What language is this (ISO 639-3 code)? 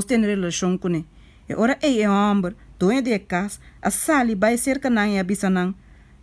pap